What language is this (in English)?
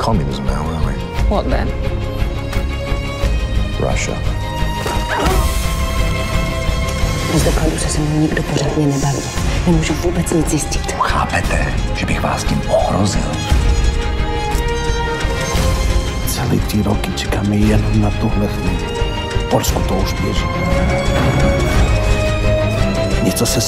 Czech